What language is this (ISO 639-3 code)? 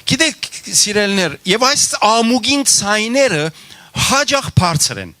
hyw